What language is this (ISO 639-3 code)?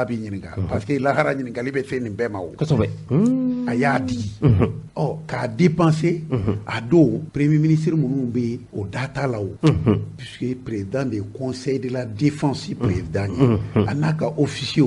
bam